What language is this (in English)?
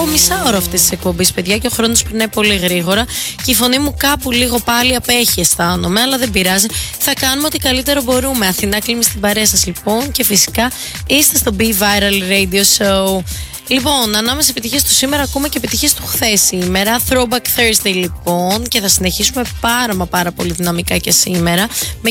Greek